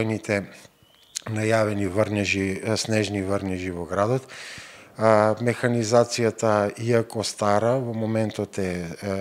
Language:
Macedonian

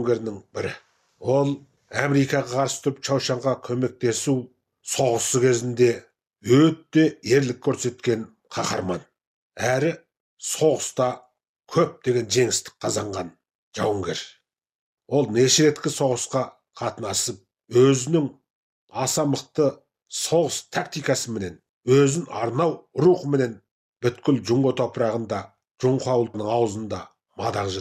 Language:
Kazakh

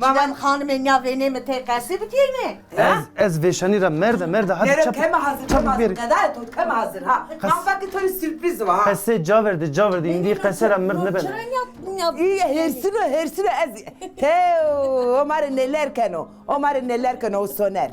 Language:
Zaza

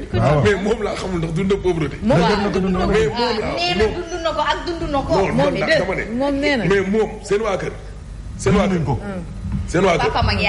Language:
Wolof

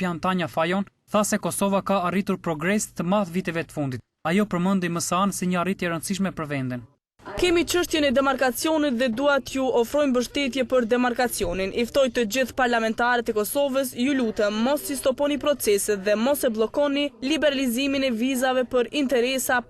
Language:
Albanian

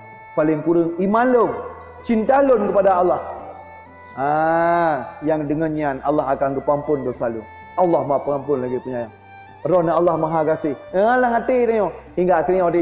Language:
Achinese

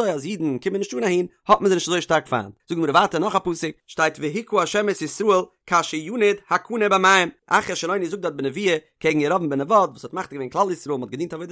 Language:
Yiddish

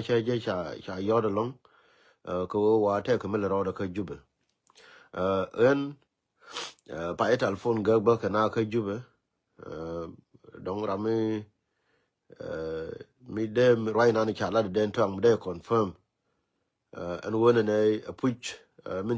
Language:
Nuer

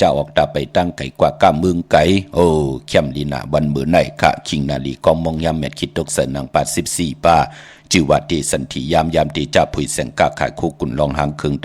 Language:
Shan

